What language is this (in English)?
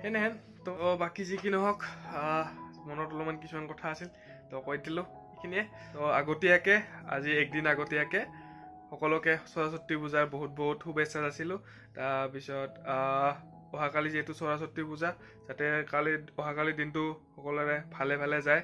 Assamese